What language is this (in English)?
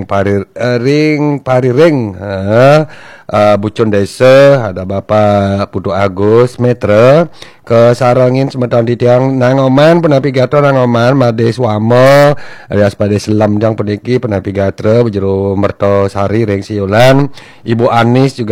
Balinese